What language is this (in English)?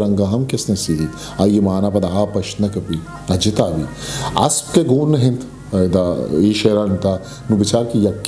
Eastern Balochi